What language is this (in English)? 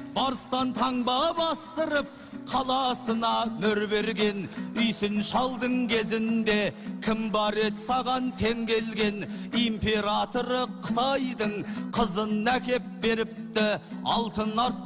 Kazakh